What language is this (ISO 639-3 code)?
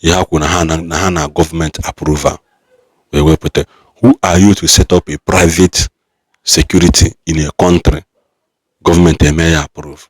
ibo